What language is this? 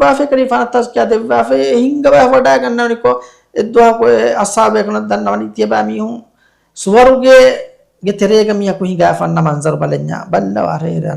Divehi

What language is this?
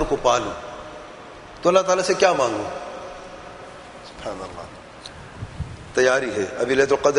Urdu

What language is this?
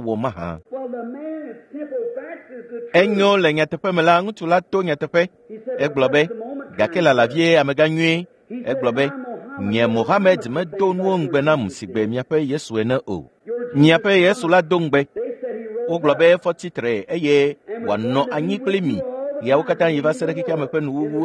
Ewe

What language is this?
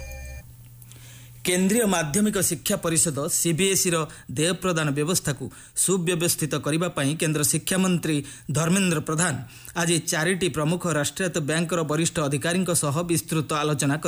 Odia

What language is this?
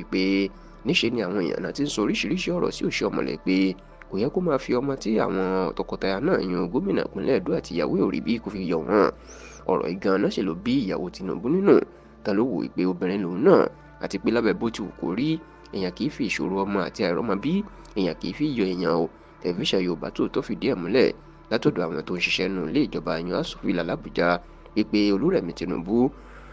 Yoruba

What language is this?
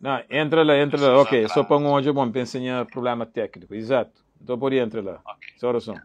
Kabuverdianu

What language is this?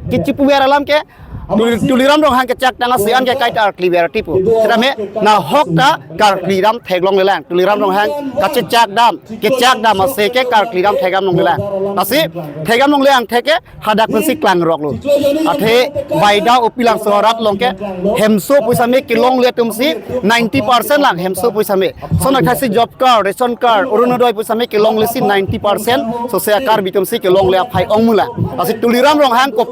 Karbi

